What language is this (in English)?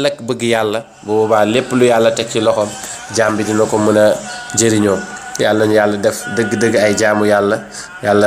Wolof